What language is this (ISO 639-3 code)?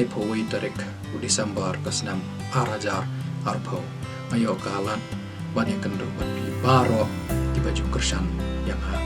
kha